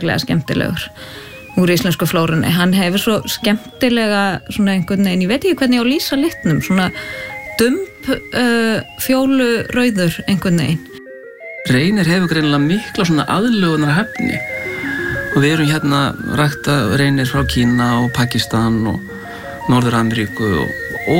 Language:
Icelandic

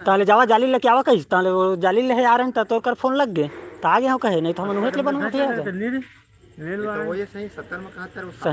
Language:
Chhattisgarhi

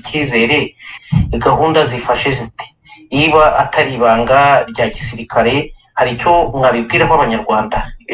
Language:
Kinyarwanda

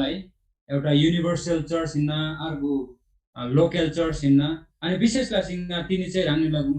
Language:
Eastern Tamang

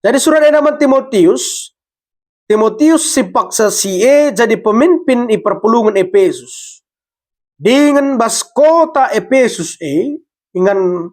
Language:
Batak Karo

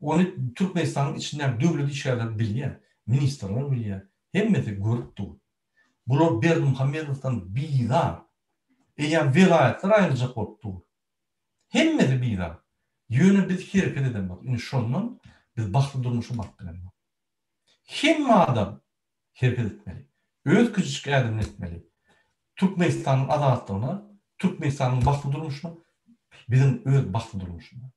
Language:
Turkmen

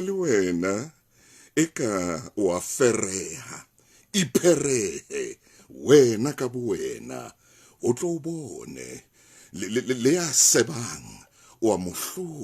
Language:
Southern Sotho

